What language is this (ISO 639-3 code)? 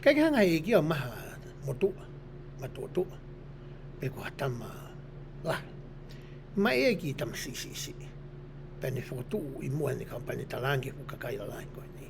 ton